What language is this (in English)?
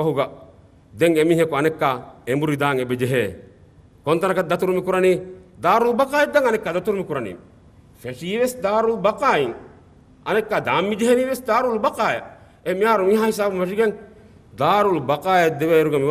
Divehi